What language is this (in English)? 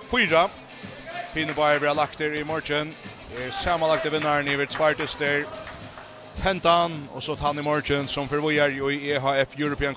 Faroese